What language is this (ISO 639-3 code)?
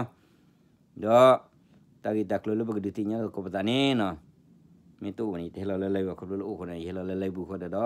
ksw